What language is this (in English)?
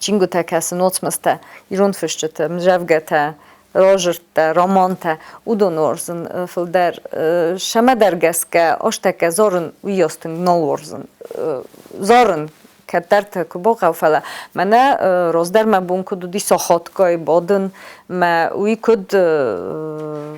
Ossetic